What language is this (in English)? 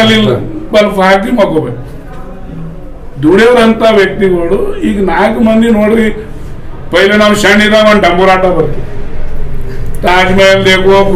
Kannada